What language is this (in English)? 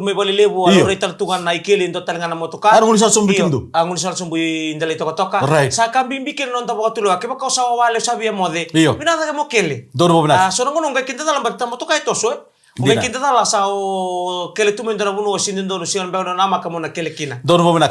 Fijian